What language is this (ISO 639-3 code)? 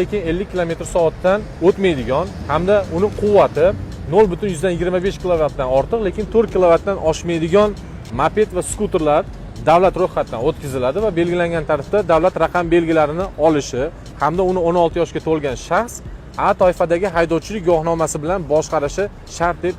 uzb